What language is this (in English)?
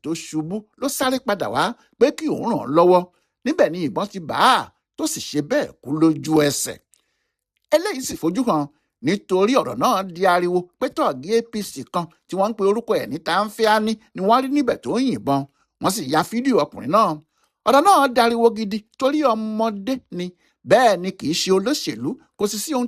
Yoruba